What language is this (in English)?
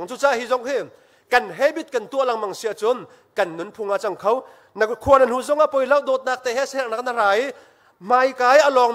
Hakha Chin